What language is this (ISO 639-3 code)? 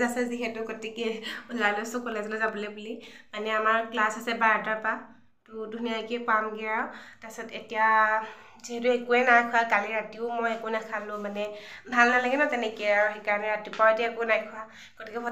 asm